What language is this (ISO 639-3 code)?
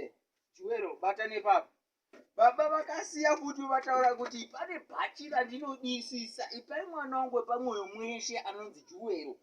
sna